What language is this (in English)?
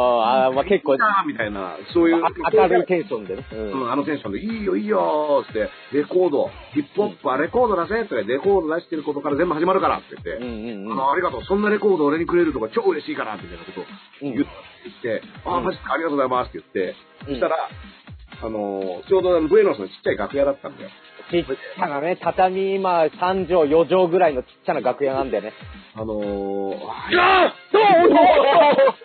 Japanese